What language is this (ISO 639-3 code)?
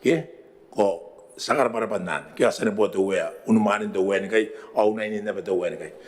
gil